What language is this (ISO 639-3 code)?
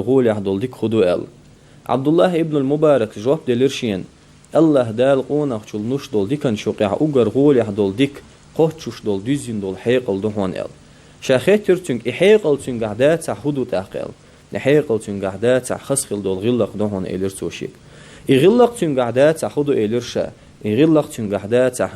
che